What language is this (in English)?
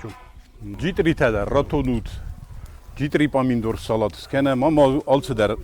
Ossetic